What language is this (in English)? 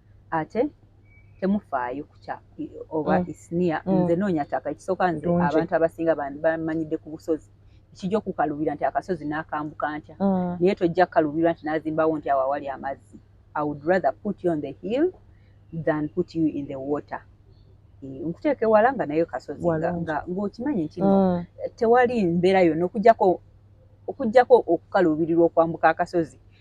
Ganda